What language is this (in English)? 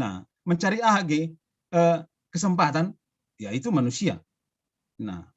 Batak Simalungun